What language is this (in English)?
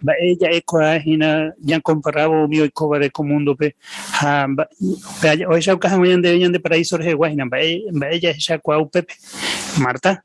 Guarani